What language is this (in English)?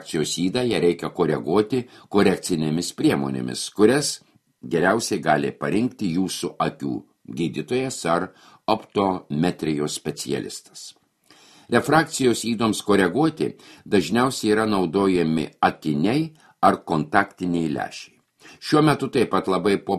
Lithuanian